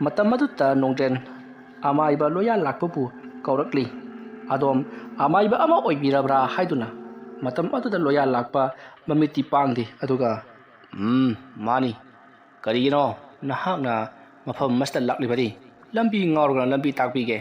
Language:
Manipuri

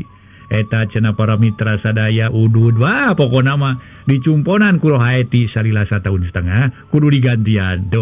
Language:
Sundanese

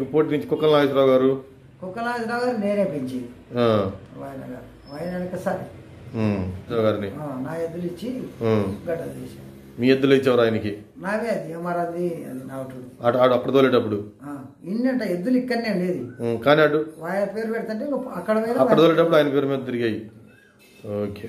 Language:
Telugu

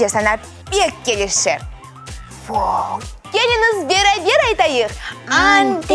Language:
Crimean Tatar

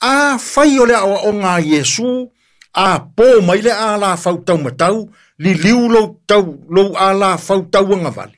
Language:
Samoan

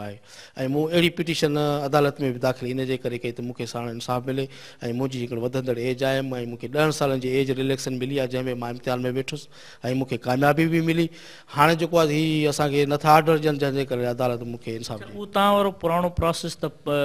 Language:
Sindhi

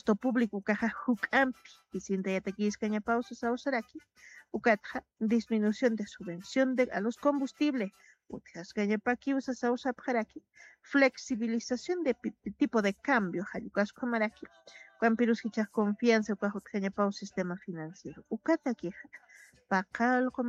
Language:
Aymara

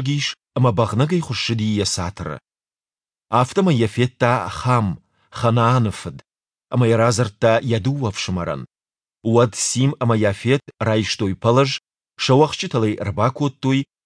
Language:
Ossetic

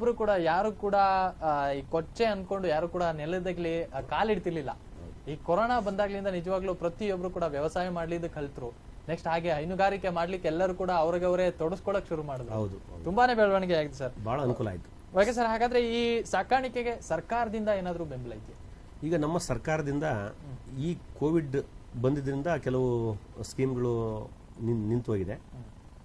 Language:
Kannada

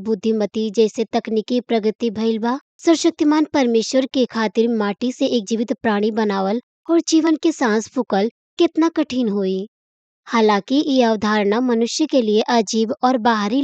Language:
Bhojpuri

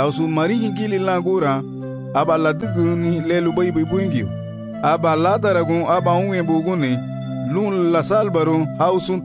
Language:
Garifuna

